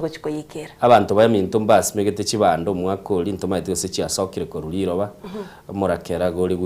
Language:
Gusii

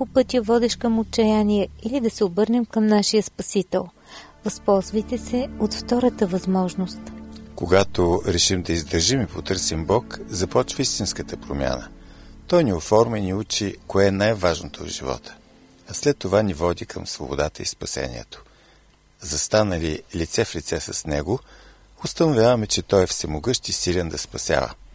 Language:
Bulgarian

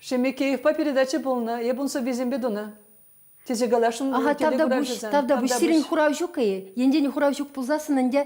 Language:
Chuvash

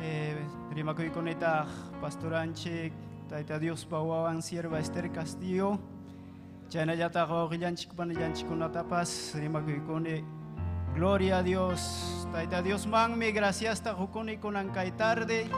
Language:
Ayacucho Quechua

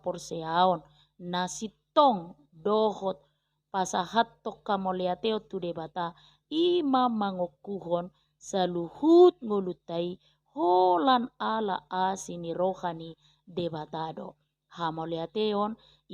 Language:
Batak Toba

